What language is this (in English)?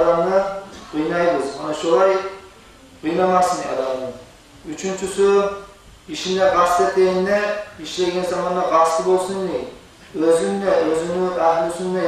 Kumyk